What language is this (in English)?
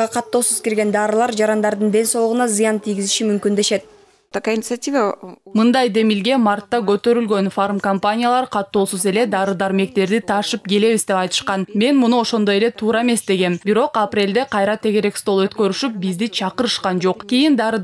Kyrgyz